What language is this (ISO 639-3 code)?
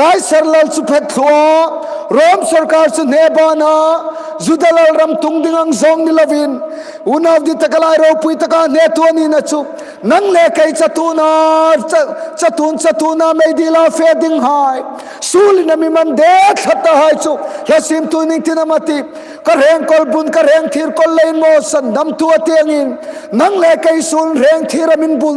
hmr